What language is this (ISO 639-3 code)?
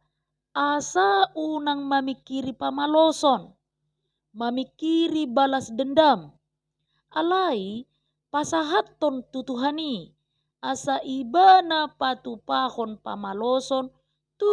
bbc